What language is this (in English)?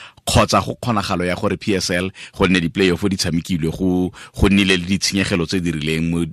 Tswana